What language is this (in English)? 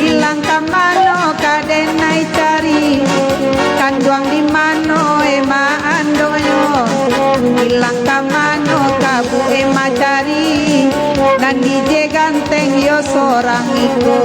Minangkabau